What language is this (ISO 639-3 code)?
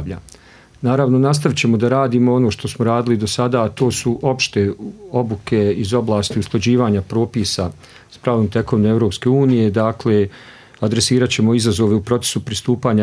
bos